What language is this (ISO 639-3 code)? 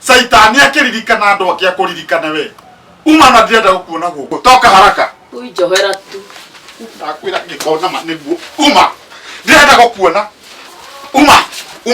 kik